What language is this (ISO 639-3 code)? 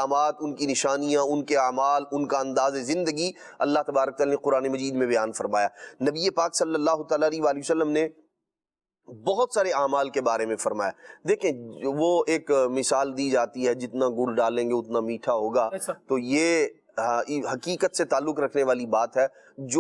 urd